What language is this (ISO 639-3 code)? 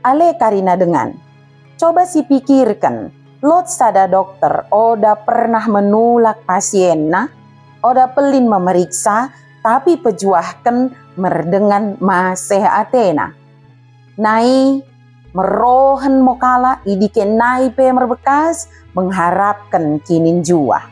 btd